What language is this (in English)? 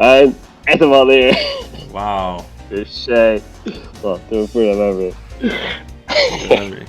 Faroese